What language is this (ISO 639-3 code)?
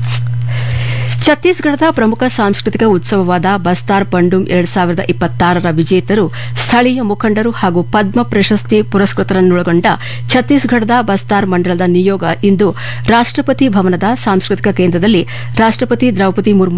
kan